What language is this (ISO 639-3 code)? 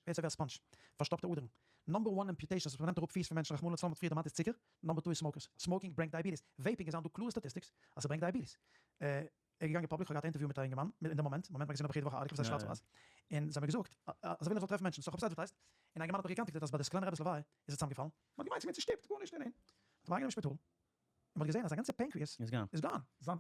yid